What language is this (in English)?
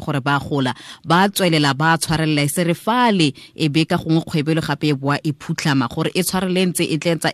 Tswana